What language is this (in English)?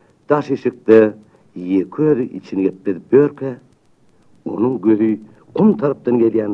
Turkmen